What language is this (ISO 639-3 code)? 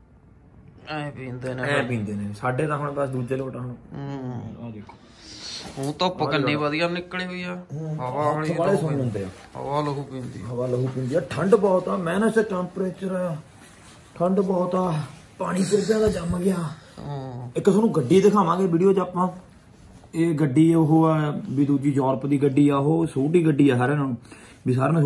pan